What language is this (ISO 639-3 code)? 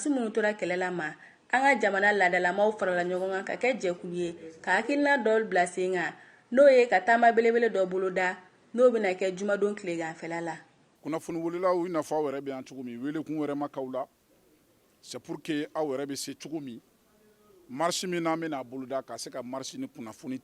bam